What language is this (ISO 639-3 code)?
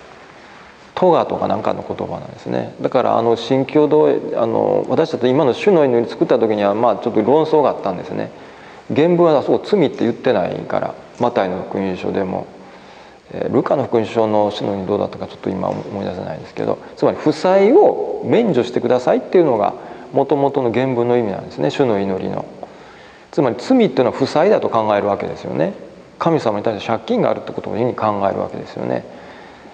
jpn